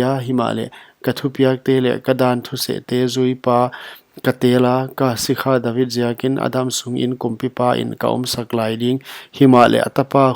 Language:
Paite Chin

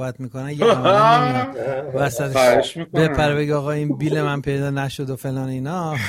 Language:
Persian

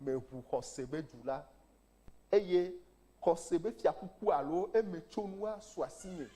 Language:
Ewe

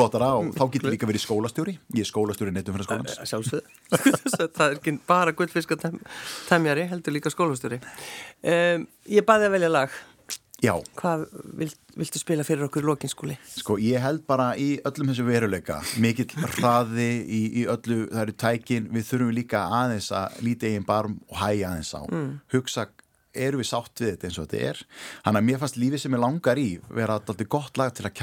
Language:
Icelandic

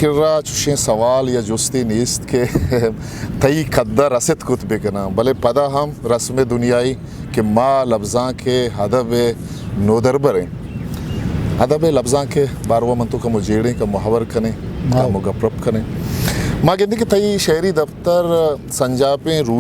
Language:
Eastern Balochi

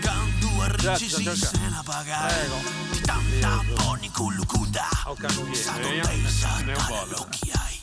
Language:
Sardinian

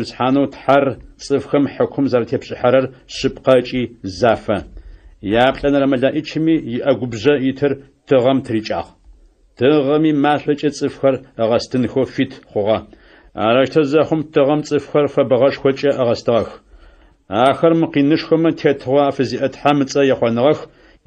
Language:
Adyghe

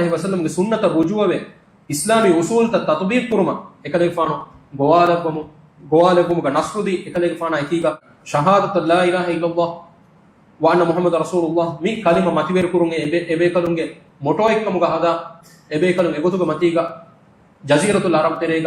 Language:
Divehi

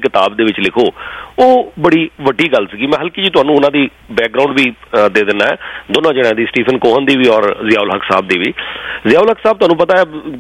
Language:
Punjabi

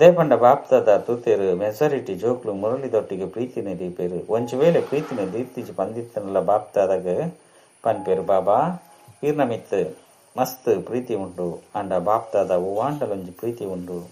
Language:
Tulu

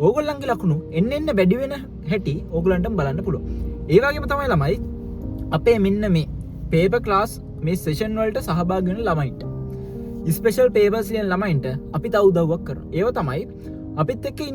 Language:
Sinhala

